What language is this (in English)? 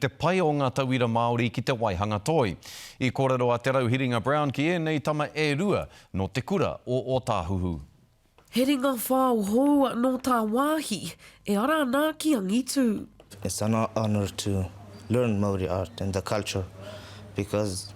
Māori